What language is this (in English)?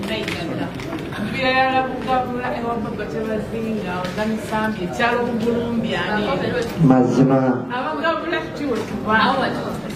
Soga